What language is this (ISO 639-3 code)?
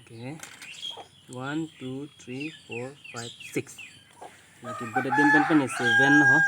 mjw